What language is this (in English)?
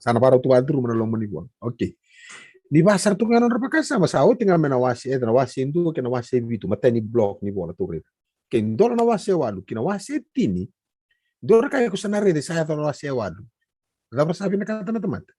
Fijian